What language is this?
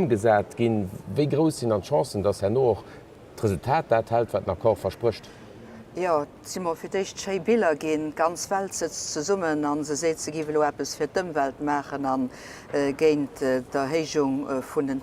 Luxembourgish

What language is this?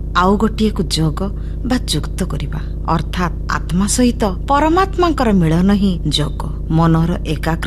Odia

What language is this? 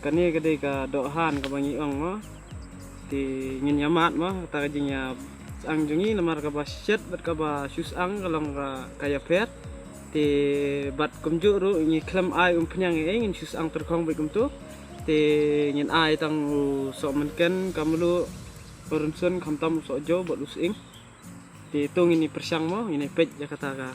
Khasi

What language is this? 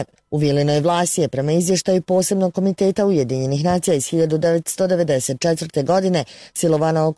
Bosnian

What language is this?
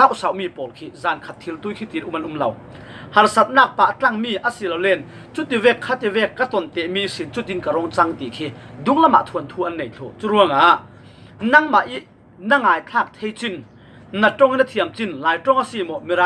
Falam Chin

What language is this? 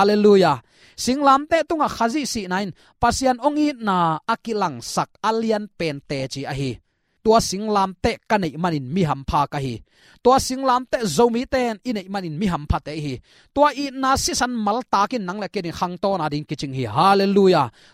Tedim Chin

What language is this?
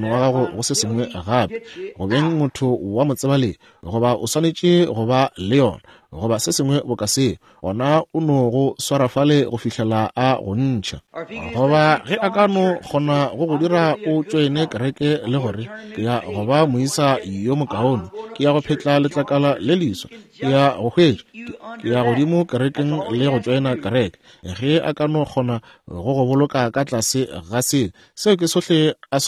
Northern Sotho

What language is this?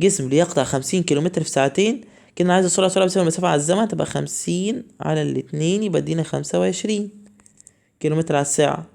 Egyptian Arabic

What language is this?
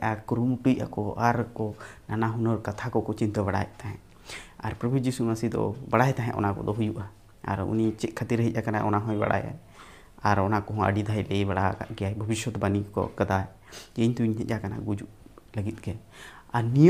Santali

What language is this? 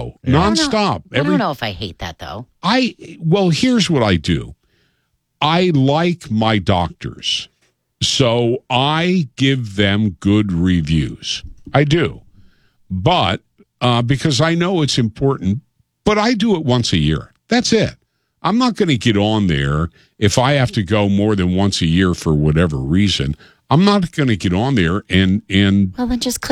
English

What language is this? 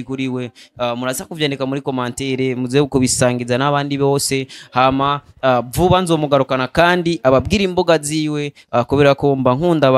Rundi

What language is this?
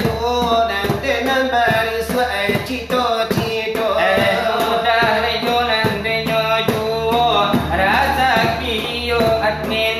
Minangkabau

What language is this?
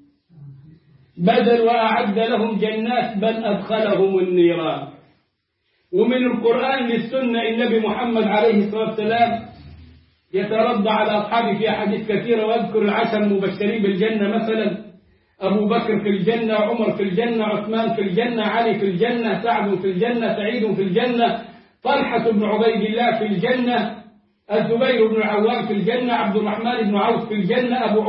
Arabic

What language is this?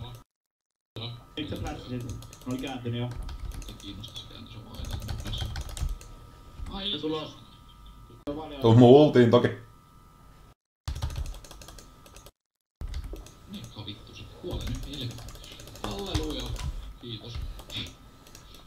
Finnish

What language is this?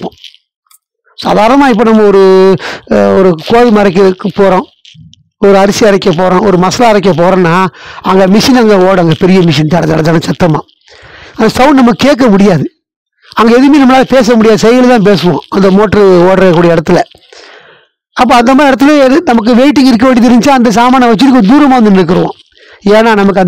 Tamil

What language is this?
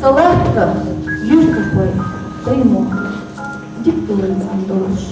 Chechen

